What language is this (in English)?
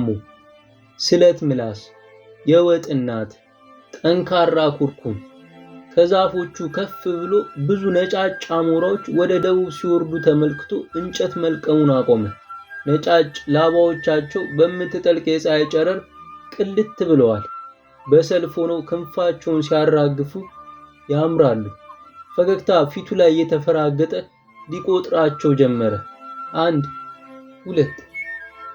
Amharic